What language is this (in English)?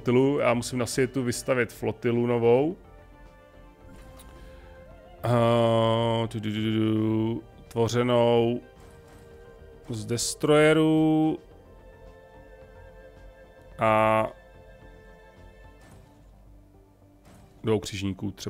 Czech